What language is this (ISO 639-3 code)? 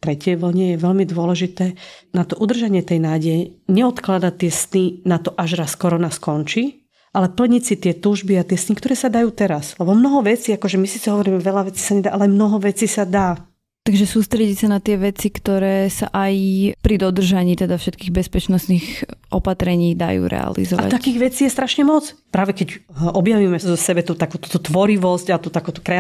slk